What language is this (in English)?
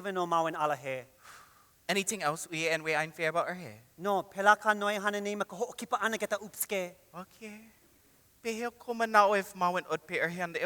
Hawaiian